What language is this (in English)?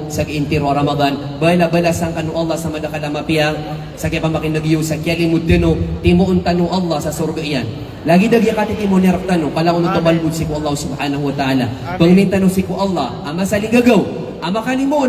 Maranao